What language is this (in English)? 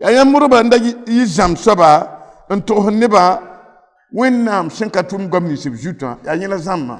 Mossi